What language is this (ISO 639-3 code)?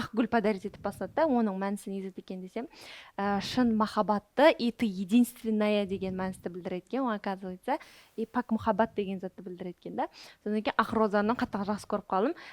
kaa